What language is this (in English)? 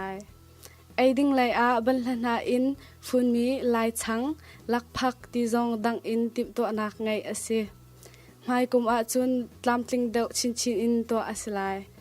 Hakha Chin